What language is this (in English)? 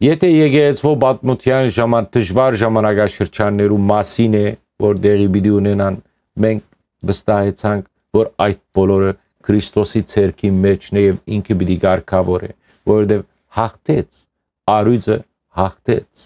Western Armenian